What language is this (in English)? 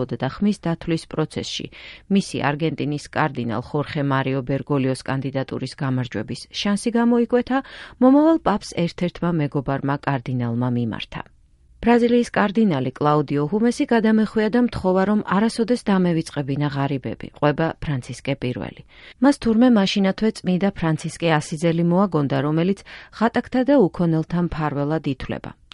Georgian